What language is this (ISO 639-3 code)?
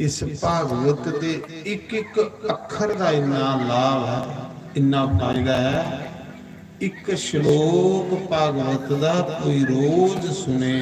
doi